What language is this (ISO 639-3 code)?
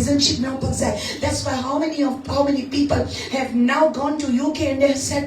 kok